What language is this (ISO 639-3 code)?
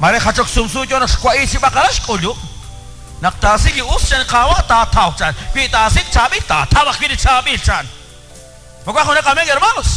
kek